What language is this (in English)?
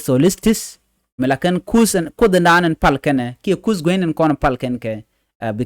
Nuer